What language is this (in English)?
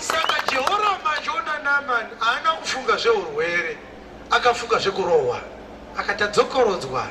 Shona